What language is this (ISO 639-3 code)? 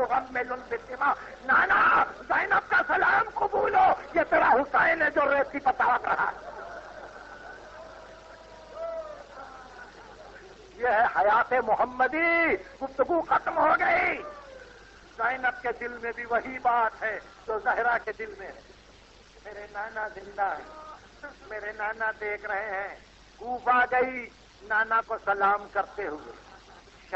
urd